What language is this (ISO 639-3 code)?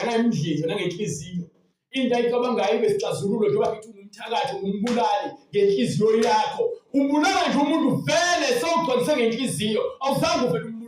zul